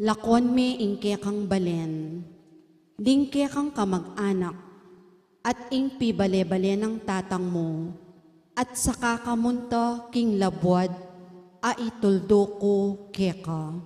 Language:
Pampanga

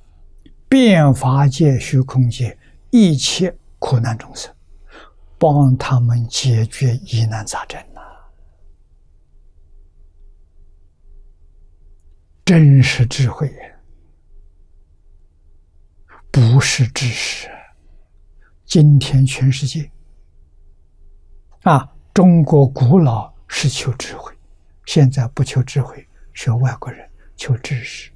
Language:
Chinese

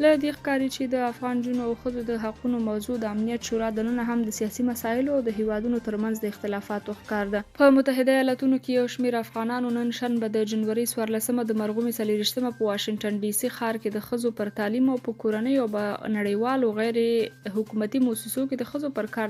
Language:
Pashto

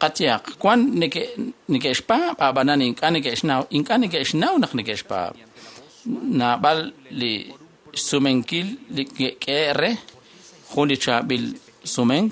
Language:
Kekchí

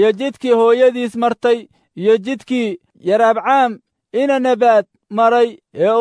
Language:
Somali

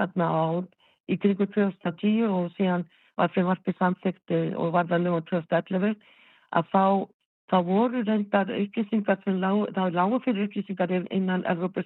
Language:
Icelandic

